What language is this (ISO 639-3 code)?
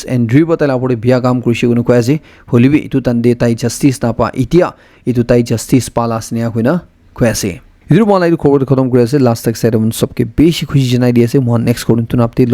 nag